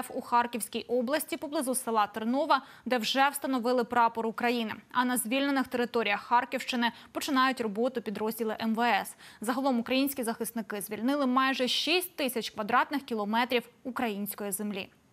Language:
Ukrainian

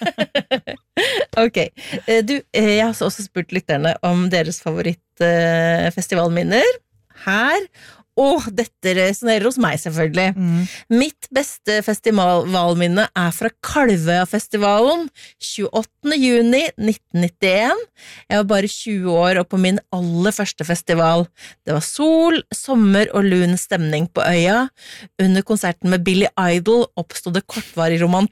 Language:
Norwegian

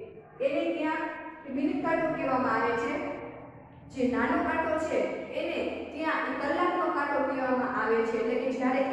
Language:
Gujarati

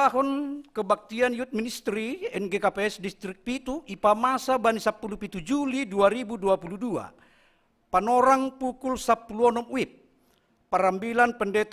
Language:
Batak Simalungun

